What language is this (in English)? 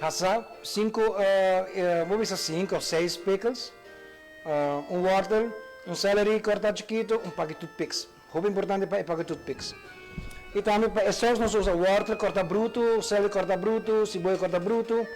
Papiamento